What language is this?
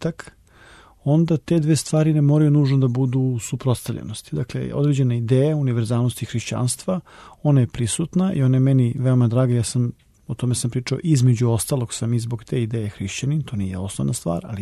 Serbian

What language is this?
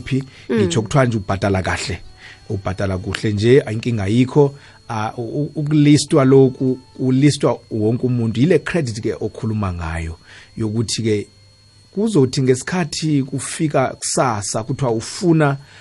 South Ndebele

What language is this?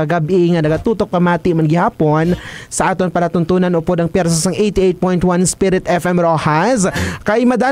Hiligaynon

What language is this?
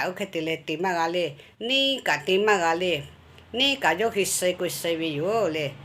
Lahu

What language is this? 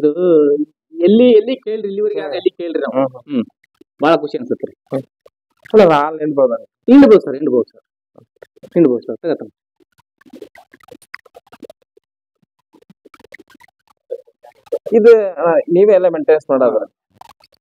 Kannada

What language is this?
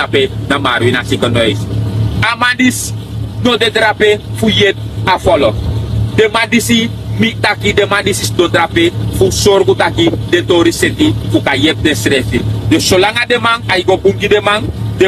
Sranan Tongo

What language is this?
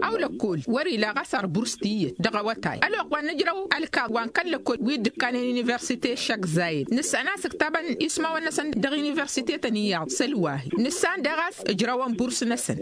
Tamasheq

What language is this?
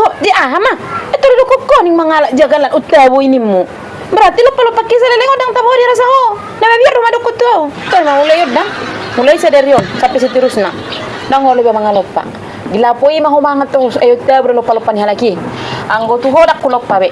Batak Toba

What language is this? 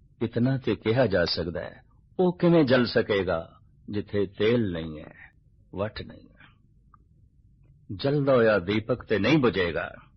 Punjabi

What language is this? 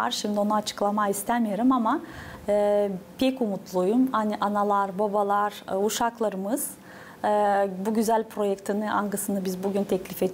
Gagauz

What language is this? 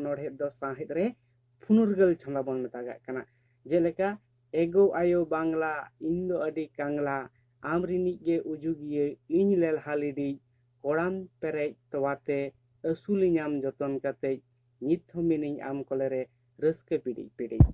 Santali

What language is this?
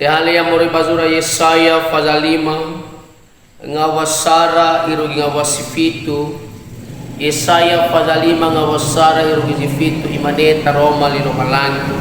Nias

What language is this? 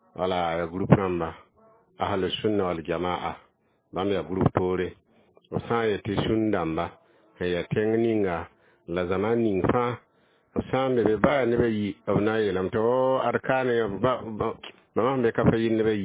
Mossi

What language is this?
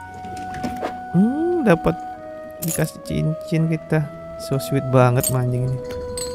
Indonesian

